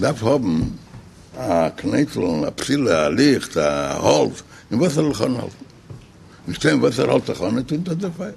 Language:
Yiddish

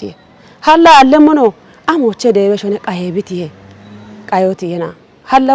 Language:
Kafa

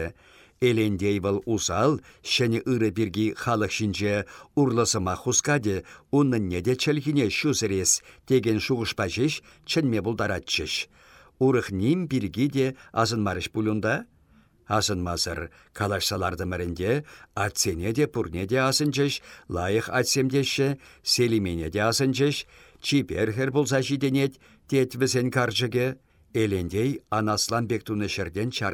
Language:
Chuvash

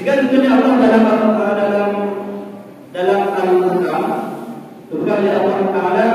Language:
Achinese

